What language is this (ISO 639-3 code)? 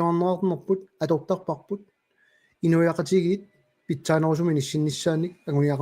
kal